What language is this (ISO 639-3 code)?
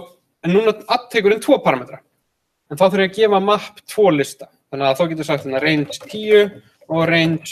isl